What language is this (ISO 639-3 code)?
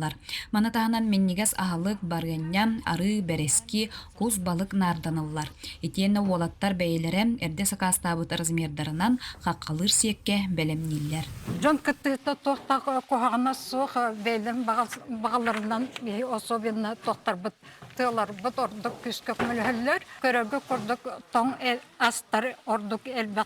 sah